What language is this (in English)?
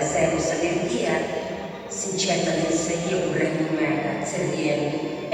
Sardinian